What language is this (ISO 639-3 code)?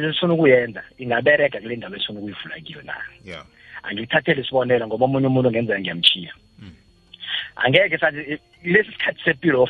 nbl